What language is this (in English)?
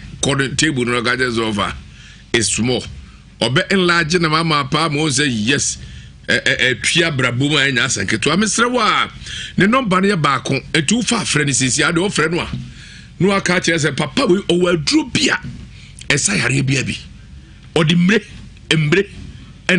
Akan